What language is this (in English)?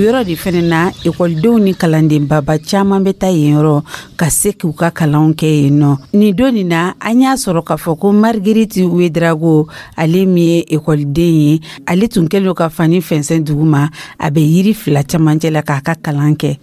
Dyula